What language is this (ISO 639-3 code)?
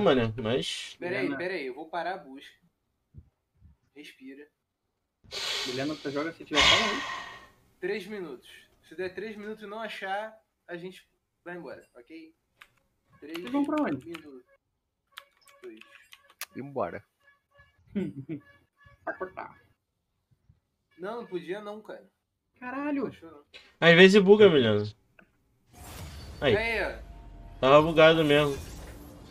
por